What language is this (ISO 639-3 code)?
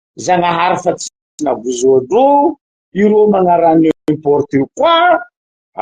mlg